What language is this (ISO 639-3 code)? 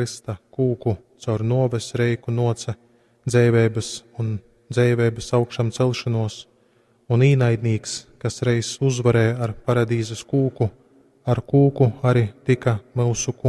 ltg